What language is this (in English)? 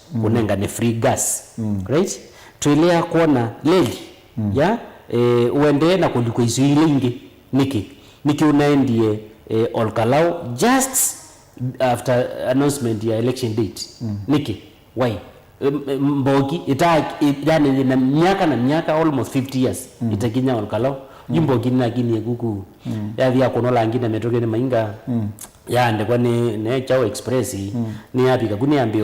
Kamba